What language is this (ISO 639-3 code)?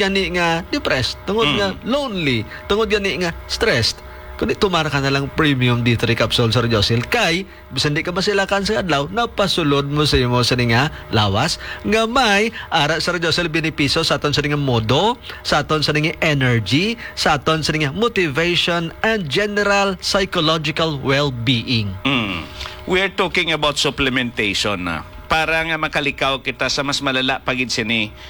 hil